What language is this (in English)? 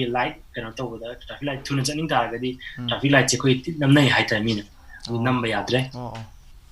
Manipuri